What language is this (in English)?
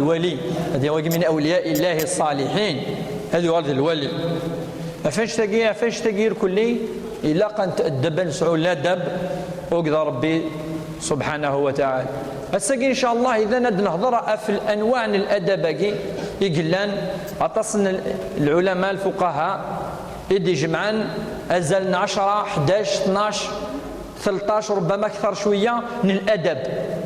Kabyle